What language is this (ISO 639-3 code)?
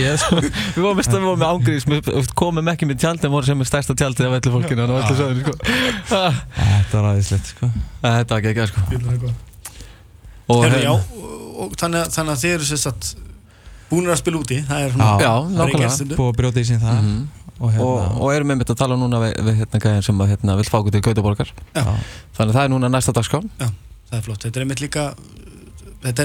isl